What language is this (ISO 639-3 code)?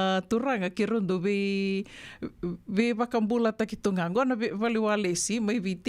fij